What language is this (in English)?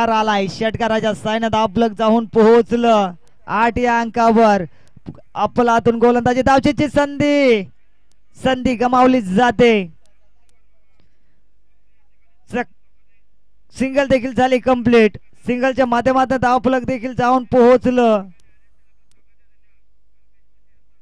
Marathi